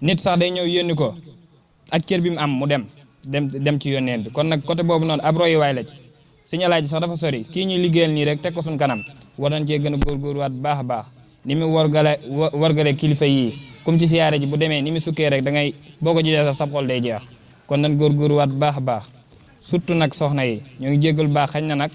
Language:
Wolof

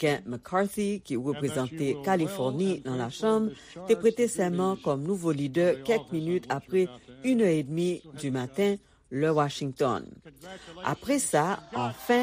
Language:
Haitian Creole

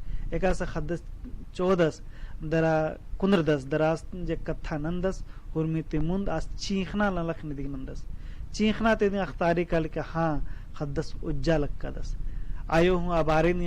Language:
Kurukh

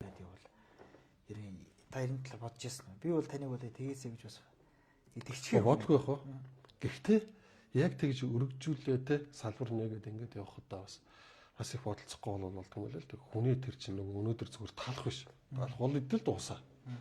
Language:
Mongolian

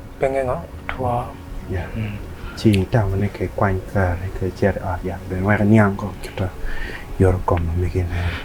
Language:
Acoli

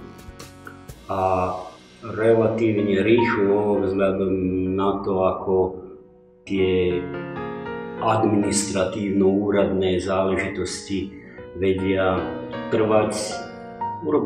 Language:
Slovak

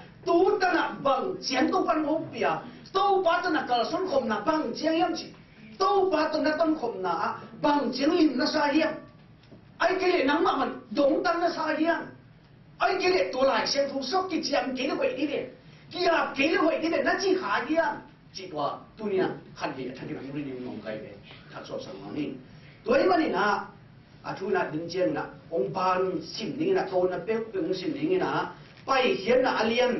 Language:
Tedim Chin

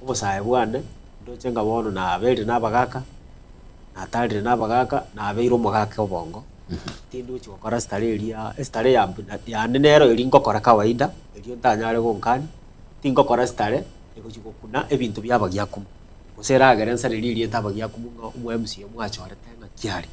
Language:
Gusii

